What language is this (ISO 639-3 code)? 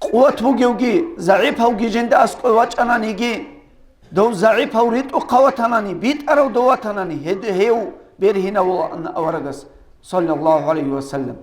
ava